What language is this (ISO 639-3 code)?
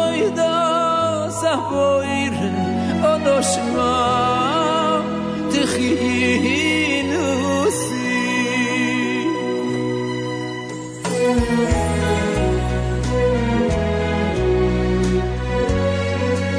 heb